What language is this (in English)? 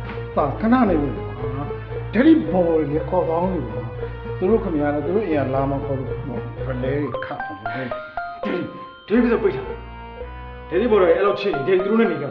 Burmese